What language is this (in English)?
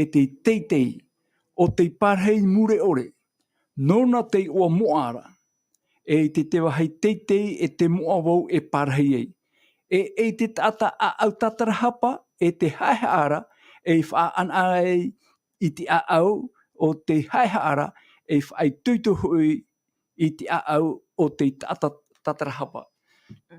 Tahitian